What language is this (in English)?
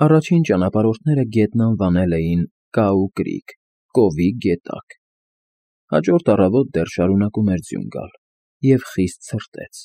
Armenian